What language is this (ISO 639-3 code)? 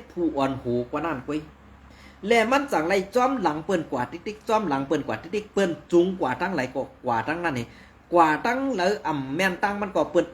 shn